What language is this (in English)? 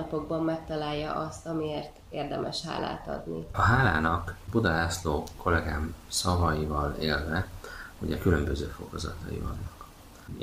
Hungarian